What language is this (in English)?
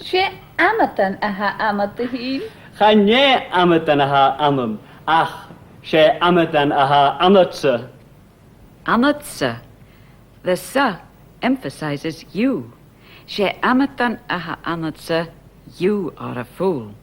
Scottish Gaelic